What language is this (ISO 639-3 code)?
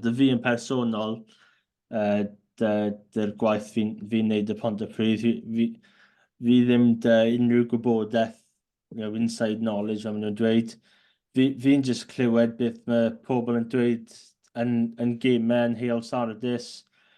cym